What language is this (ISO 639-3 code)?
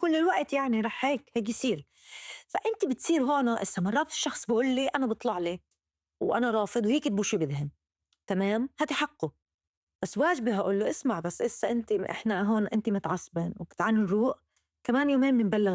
apc